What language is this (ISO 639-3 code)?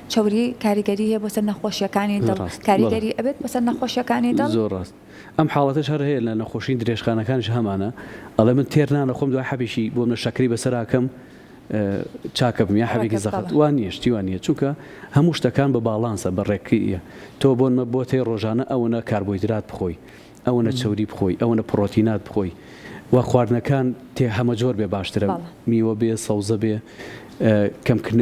ckb